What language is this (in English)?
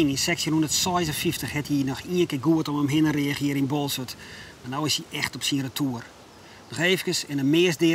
Western Frisian